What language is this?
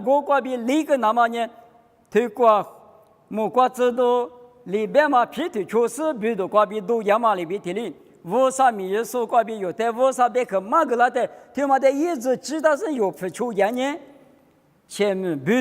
Lisu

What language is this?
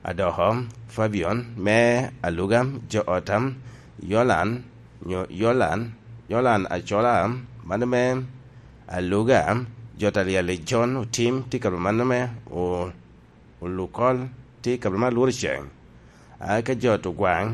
Lango (Uganda)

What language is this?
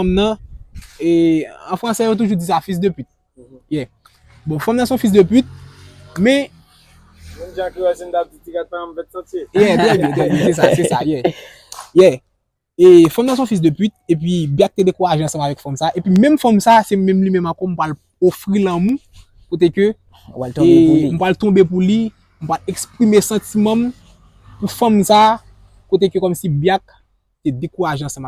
Haitian Creole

